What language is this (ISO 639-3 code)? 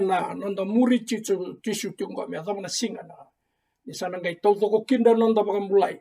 fij